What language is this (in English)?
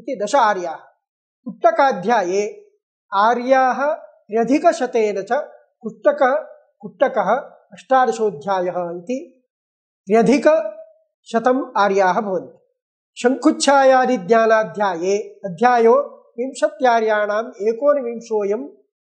Sanskrit